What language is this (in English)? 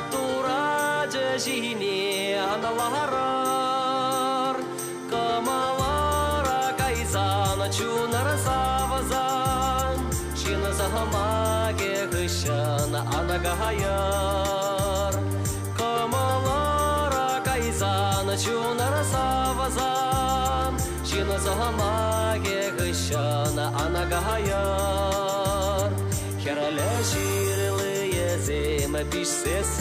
Chuvash